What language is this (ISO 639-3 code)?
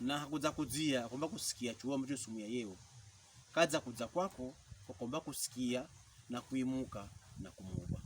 pkb